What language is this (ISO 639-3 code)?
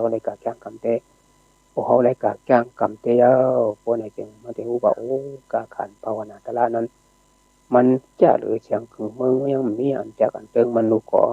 shn